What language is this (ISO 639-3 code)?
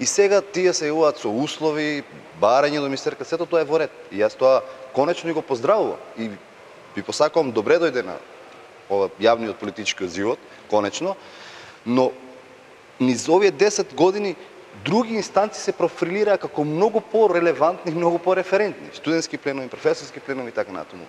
mkd